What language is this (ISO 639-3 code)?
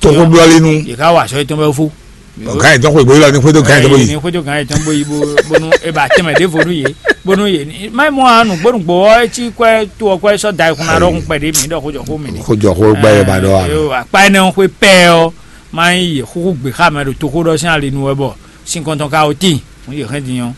fon